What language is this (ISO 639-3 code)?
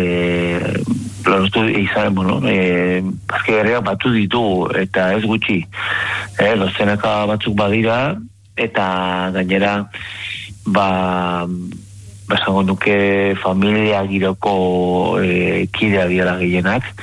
eus